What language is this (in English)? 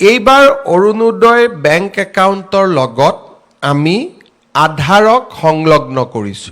Assamese